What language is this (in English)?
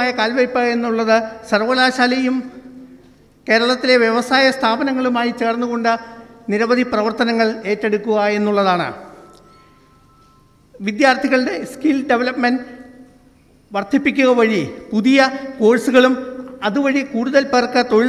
Malayalam